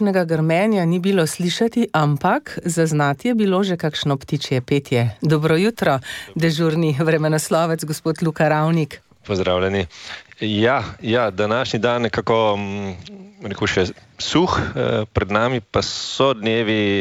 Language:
Slovenian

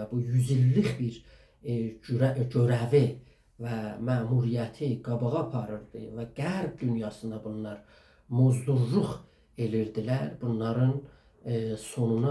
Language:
South Azerbaijani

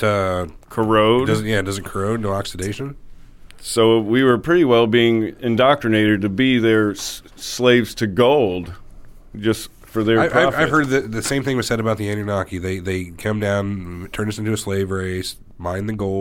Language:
English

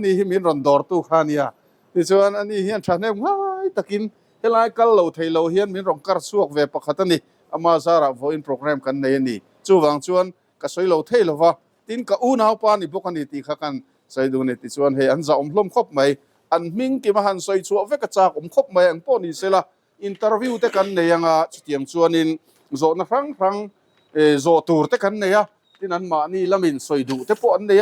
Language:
Mizo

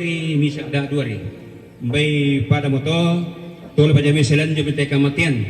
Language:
Toraja-Sa'dan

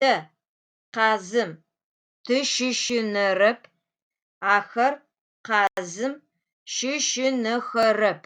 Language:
Adyghe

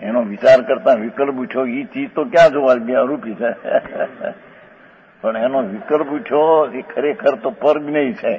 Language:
Gujarati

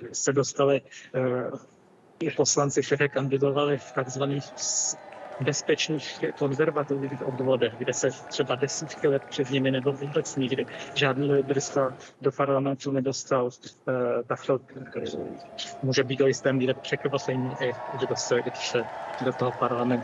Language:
Czech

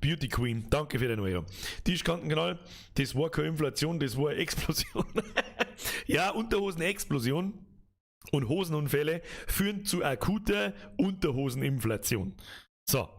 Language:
Bavarian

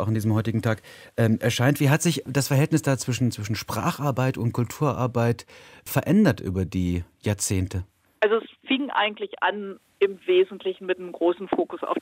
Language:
German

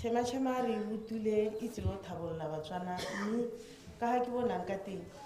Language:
Tswana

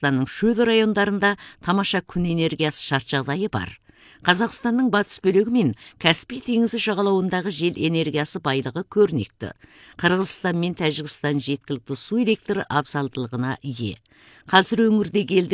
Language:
Kazakh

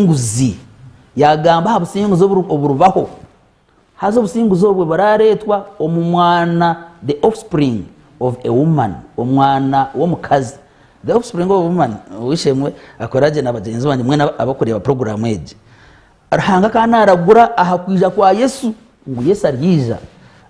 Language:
Nyankole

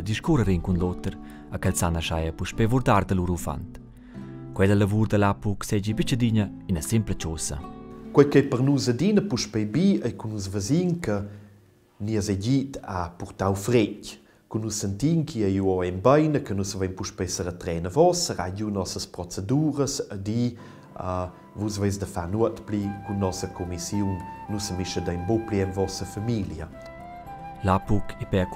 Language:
Romansh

